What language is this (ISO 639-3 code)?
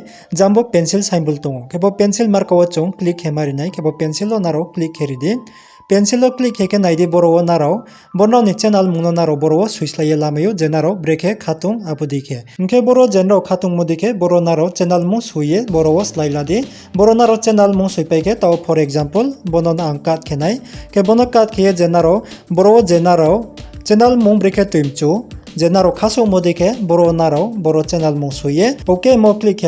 ria